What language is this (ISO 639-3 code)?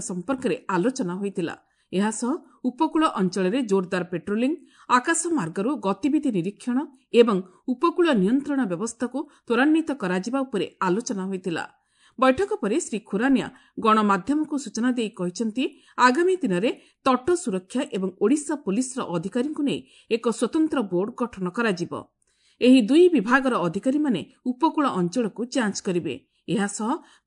ori